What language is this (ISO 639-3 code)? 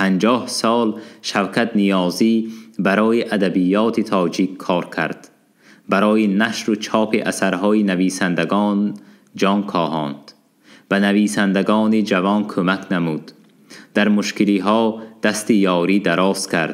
tgk